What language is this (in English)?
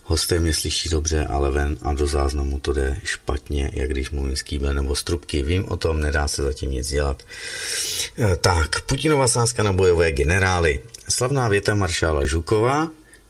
Czech